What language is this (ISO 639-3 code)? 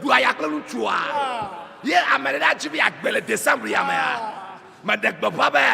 ewe